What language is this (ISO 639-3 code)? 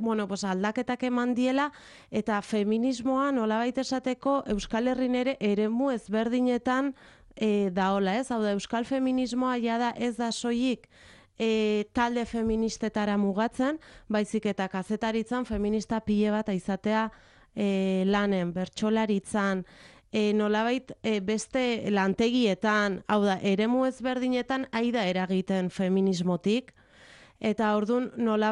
eus